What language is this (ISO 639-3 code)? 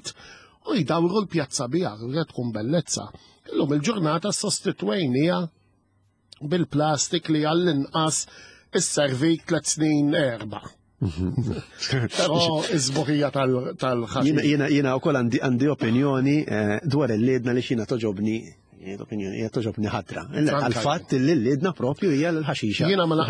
mlt